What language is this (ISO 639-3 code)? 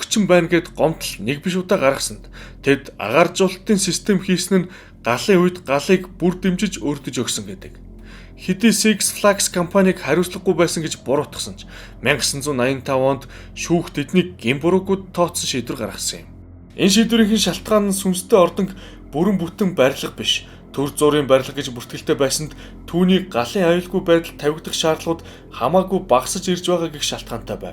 mon